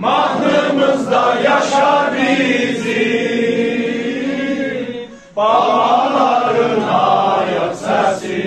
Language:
South Azerbaijani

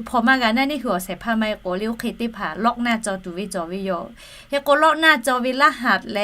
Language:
Lahu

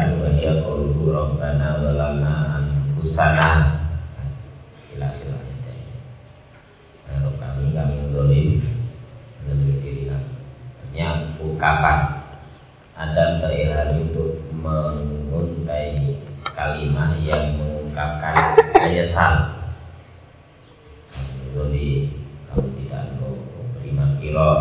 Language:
Indonesian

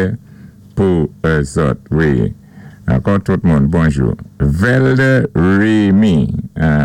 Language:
Saint Lucian Creole French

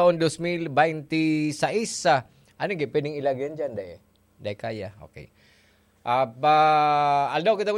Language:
Bikol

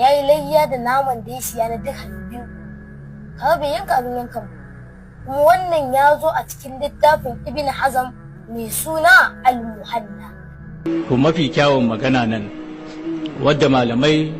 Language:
Hausa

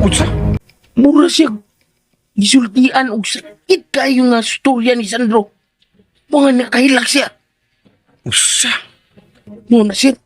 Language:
Cebuano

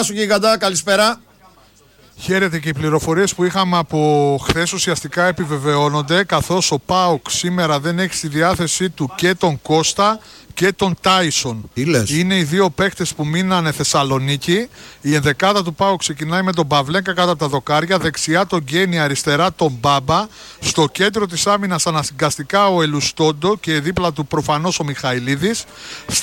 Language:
Greek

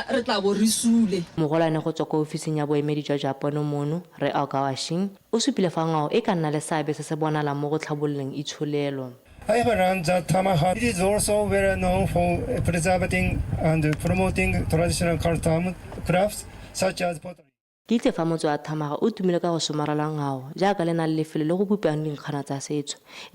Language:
Tswana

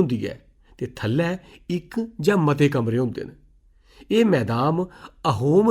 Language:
Dogri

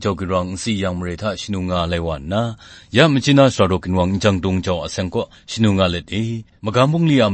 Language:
Kachin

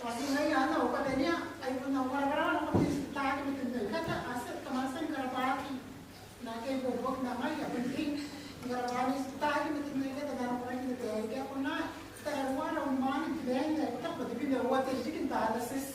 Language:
Gilbertese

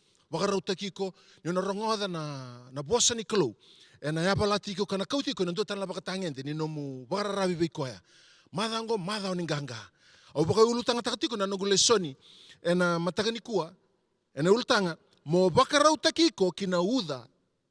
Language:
Fijian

